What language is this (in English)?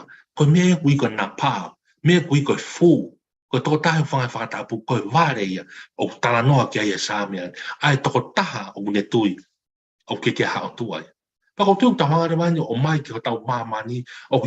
Tongan